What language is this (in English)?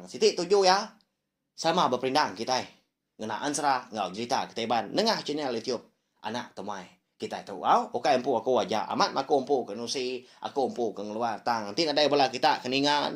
Iban